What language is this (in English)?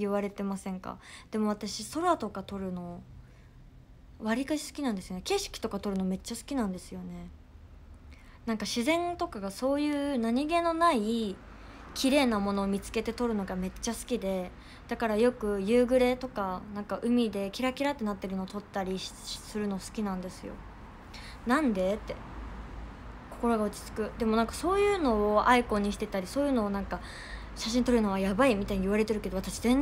Japanese